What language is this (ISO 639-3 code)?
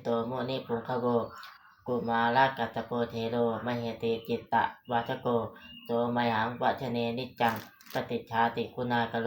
pli